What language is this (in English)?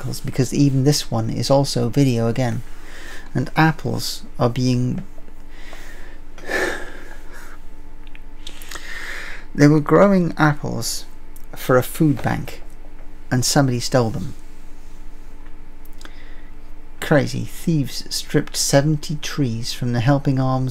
English